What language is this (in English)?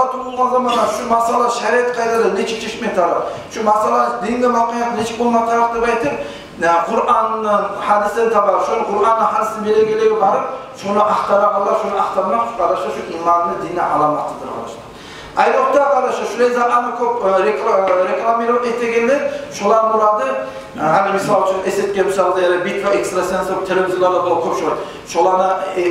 Kumyk